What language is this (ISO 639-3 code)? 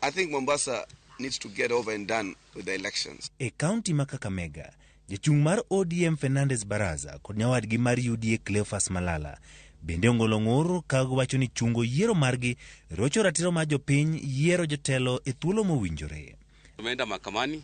luo